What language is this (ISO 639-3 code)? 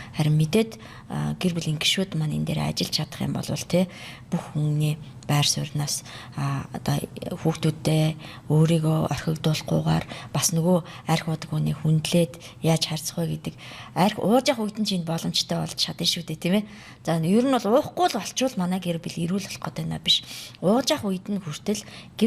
mon